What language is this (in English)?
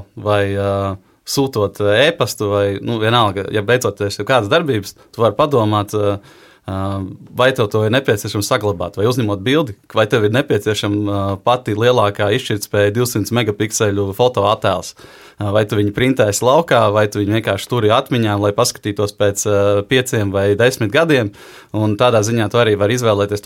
Latvian